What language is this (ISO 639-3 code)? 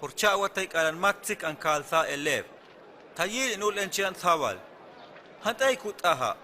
hus